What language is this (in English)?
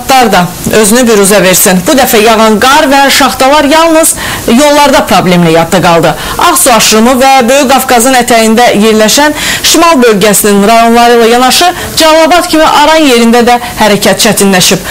Azerbaijani